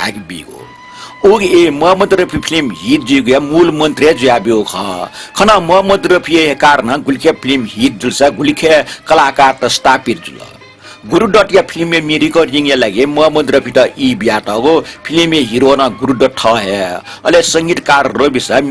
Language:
Newari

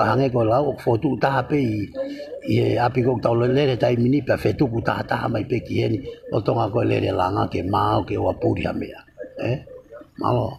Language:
Tongan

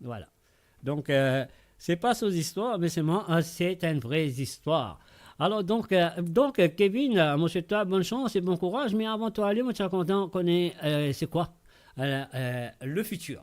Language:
Morisyen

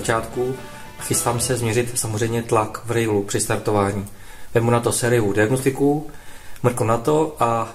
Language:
Czech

